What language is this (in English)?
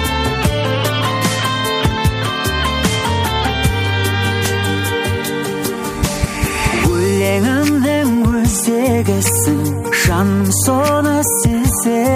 Kazakh